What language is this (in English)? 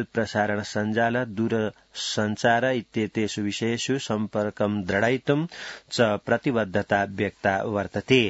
Sanskrit